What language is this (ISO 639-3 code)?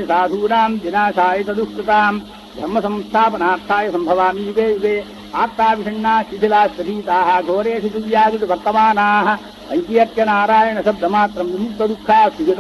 san